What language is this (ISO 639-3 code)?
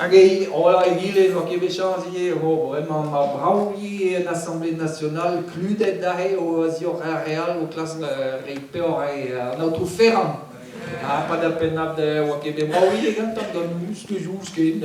bre